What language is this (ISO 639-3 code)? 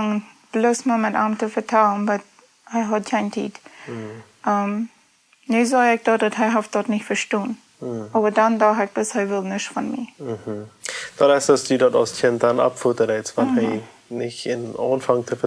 pdt